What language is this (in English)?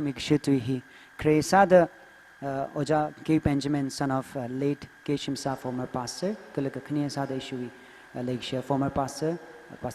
Tangkhul Naga (India)